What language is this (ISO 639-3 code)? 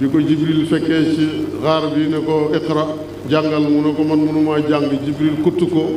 wol